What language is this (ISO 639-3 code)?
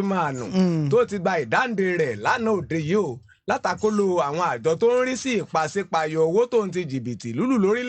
yor